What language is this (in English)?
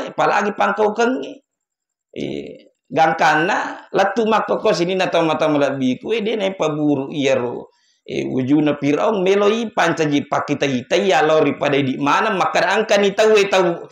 Buginese